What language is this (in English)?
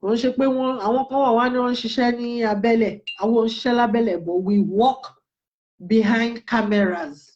Yoruba